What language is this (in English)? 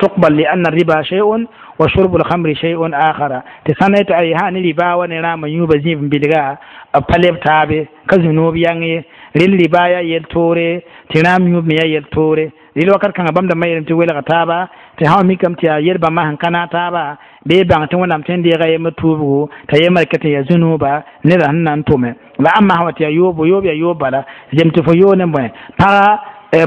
Mossi